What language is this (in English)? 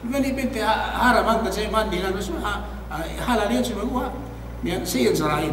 Yakan